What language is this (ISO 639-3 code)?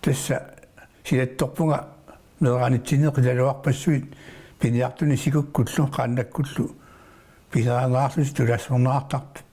kal